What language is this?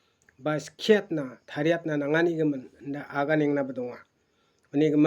Garo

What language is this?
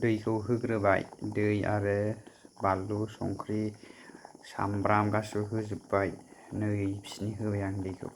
Bodo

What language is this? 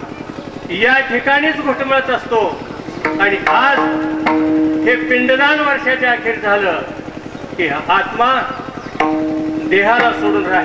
Marathi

